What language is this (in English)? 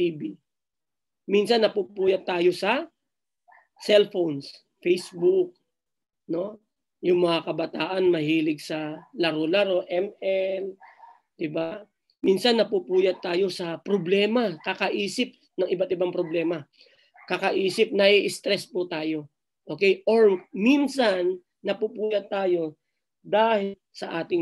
Filipino